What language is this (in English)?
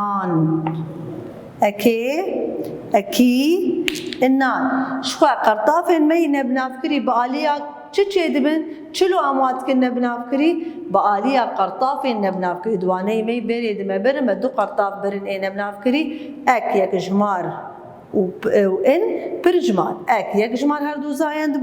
Kurdish